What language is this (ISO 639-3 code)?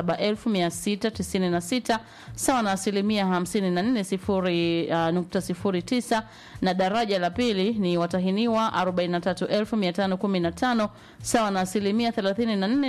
swa